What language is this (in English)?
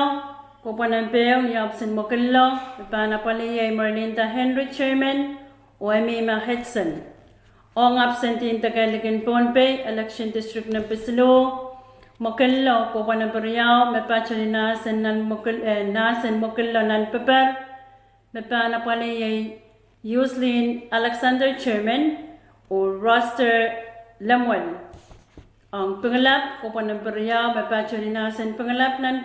Pohnpeian